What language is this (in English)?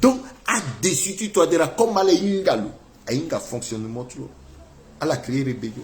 Sango